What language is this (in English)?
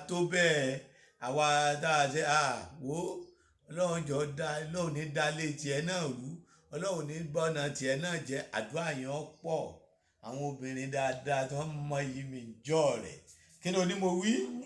Yoruba